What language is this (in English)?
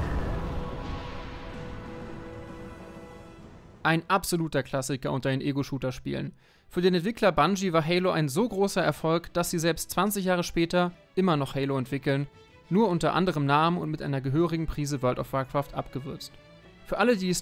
German